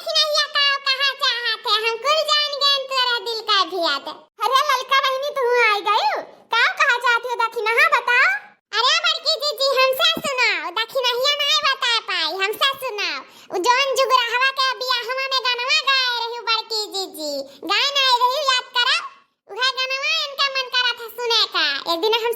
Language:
Awadhi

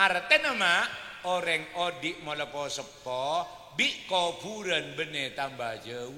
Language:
Madurese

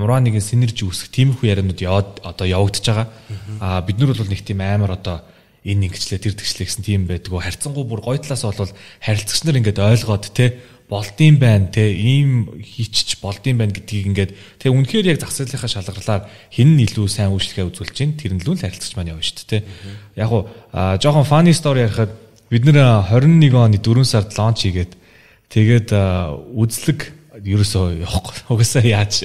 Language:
Mongolian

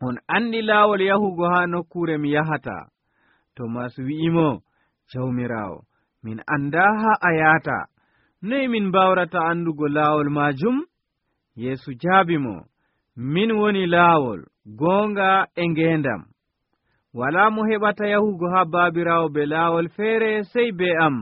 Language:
Nigerian Fulfulde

